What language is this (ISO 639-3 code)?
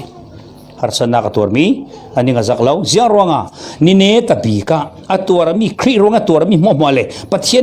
cfm